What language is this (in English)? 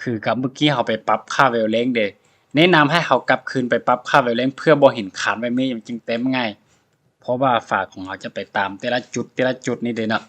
Lao